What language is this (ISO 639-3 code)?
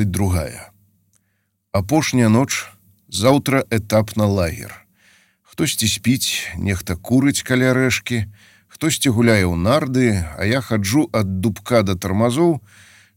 bel